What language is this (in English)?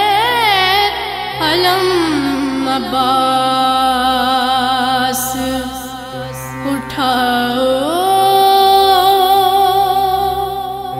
Urdu